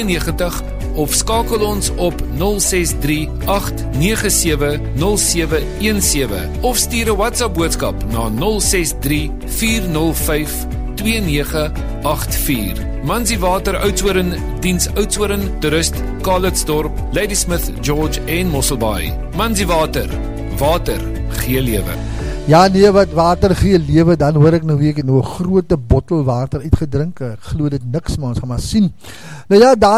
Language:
Afrikaans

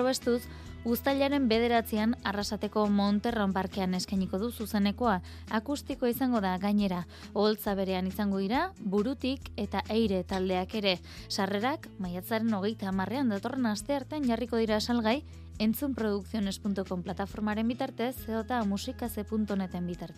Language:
Basque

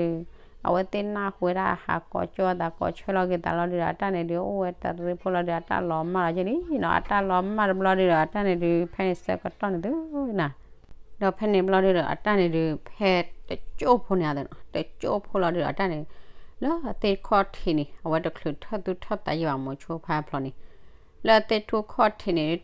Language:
S'gaw Karen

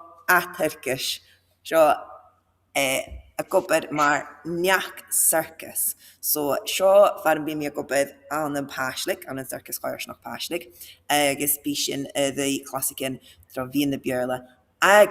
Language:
Scottish Gaelic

